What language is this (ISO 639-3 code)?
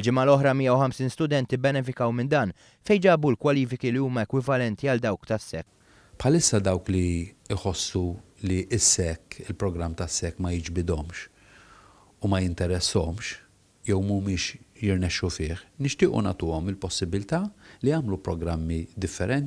mlt